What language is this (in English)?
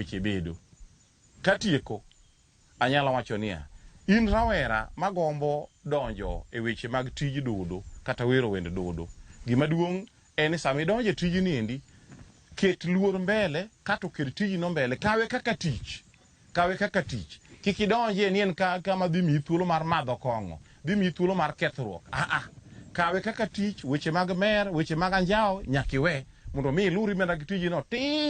Luo (Kenya and Tanzania)